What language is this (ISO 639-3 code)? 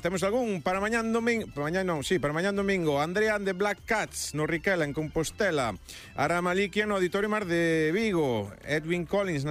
glg